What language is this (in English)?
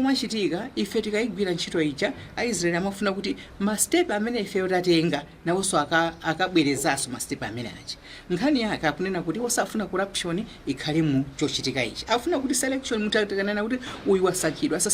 Nyanja